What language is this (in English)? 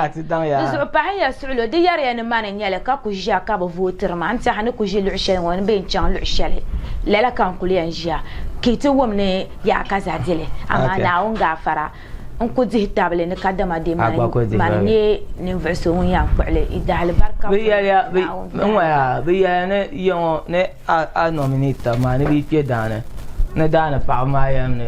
Dagbani